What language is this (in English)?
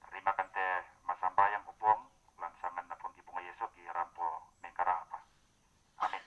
Toraja-Sa'dan